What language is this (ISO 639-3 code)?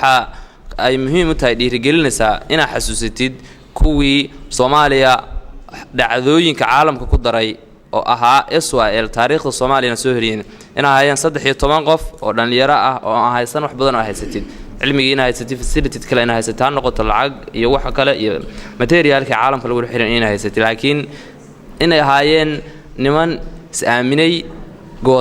som